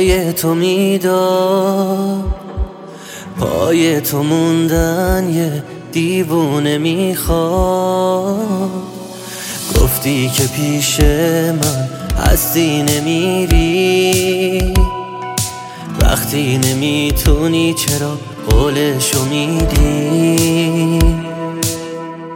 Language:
Persian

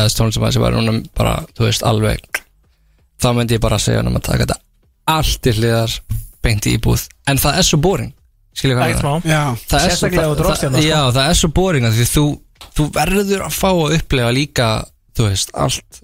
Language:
Icelandic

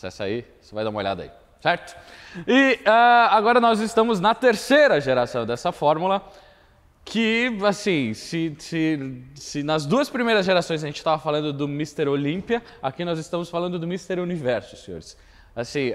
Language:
Portuguese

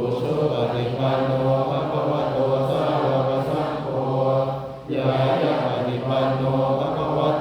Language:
Pali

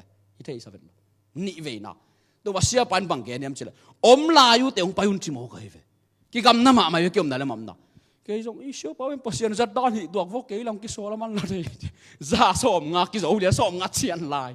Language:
Tedim Chin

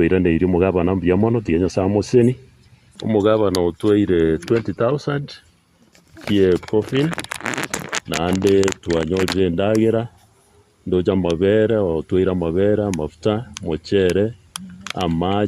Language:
Gusii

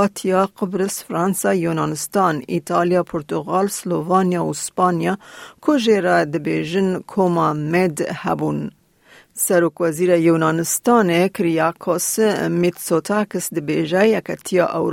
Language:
Kurdish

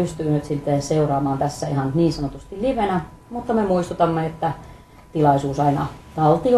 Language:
Finnish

